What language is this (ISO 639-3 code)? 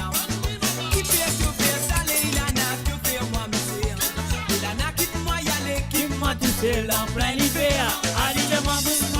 mfe